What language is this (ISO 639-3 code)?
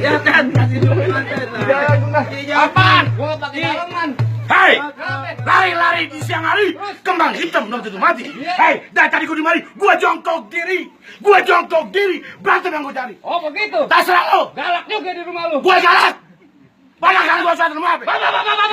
bew